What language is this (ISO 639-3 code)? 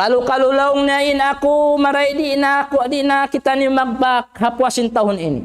tsg